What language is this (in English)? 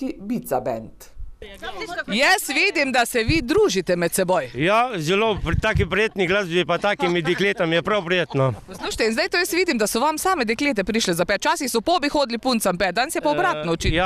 Slovenian